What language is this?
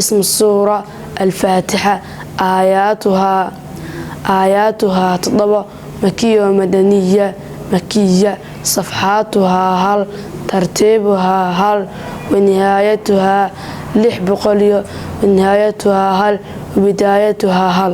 Somali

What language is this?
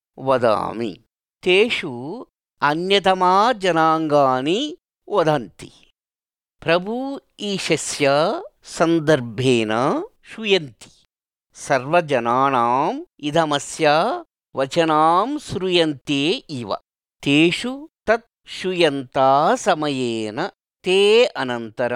Sanskrit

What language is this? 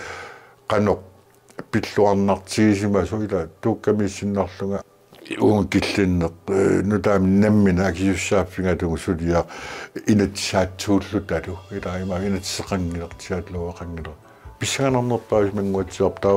Kalaallisut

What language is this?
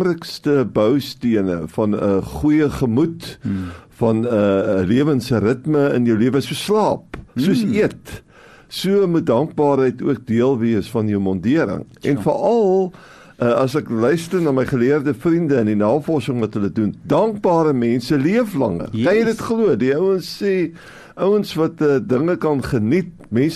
Afrikaans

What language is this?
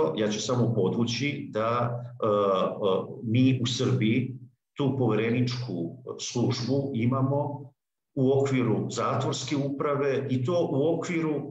Serbian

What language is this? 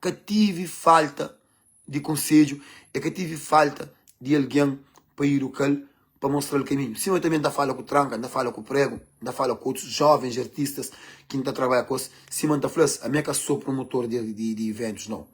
Kabuverdianu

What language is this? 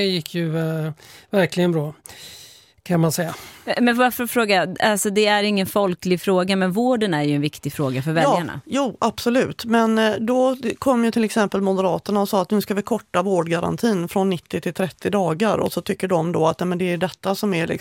Swedish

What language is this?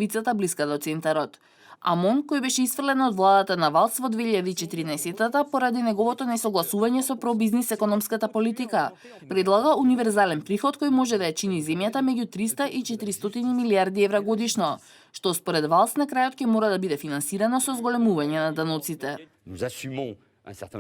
Macedonian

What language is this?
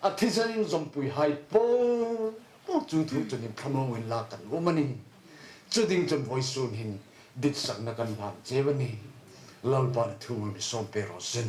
Hmar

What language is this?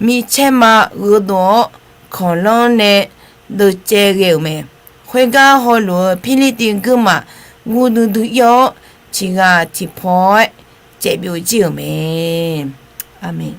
Akha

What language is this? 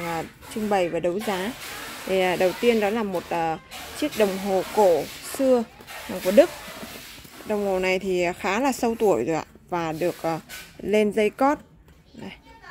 Vietnamese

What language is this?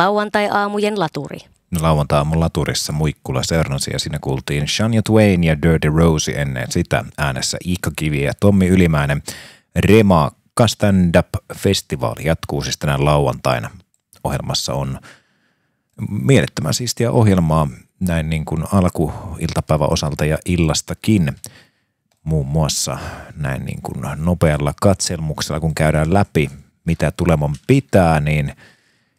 Finnish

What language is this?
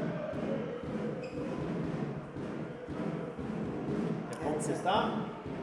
German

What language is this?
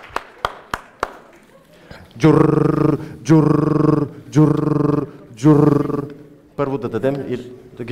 Bulgarian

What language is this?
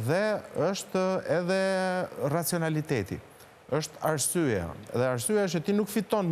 Albanian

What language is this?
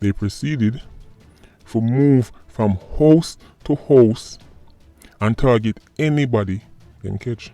Jamaican Creole English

